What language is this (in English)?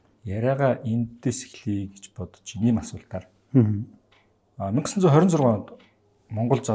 Mongolian